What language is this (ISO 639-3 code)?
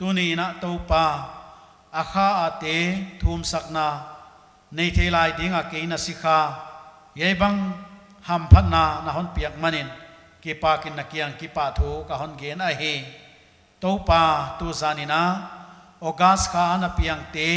pck